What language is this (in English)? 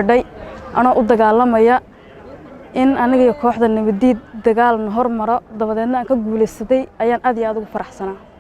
Somali